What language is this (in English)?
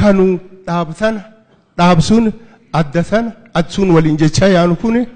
Oromo